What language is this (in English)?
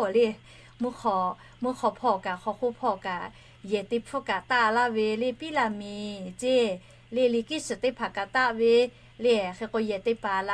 Lahu